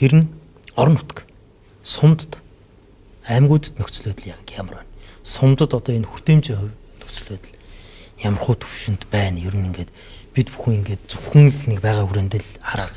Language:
Mongolian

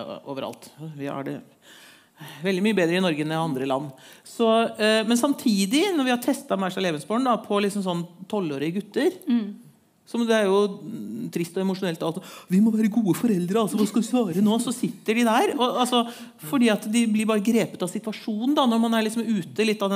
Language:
Norwegian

